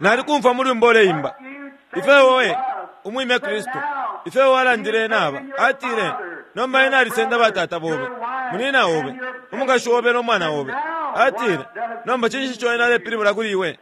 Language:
Bemba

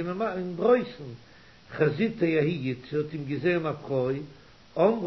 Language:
Yiddish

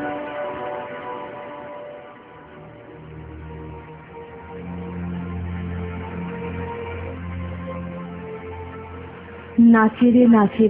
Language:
Bangla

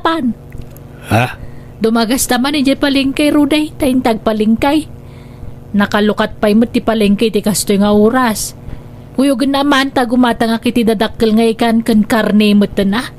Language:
Iloko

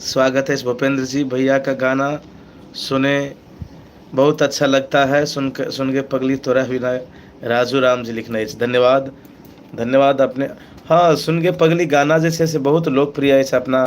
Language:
Maithili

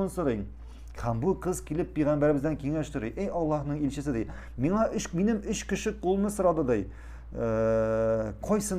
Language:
Tatar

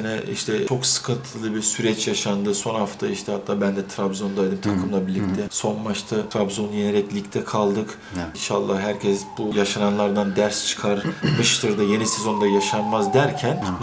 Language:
Turkish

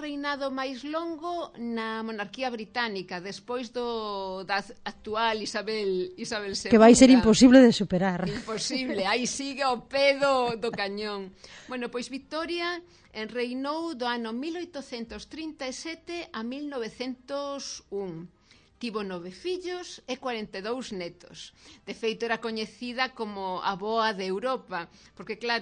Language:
Galician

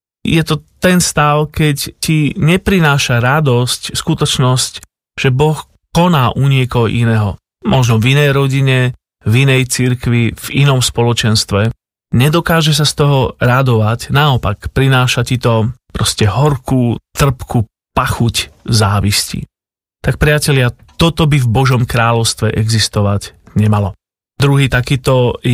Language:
Slovak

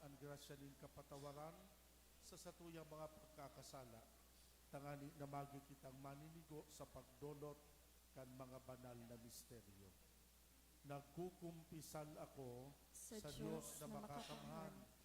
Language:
Bikol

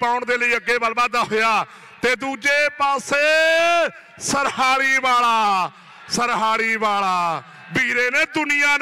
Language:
Punjabi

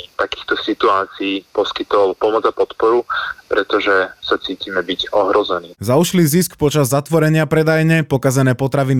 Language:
Slovak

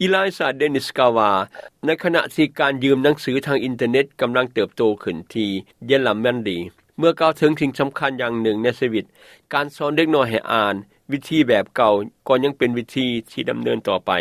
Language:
Lao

